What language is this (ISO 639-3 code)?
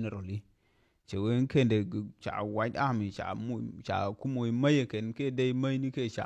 nus